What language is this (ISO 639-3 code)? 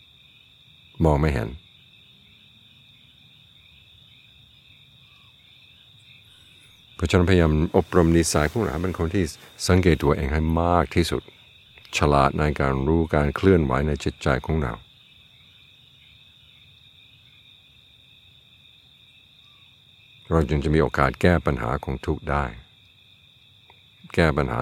tha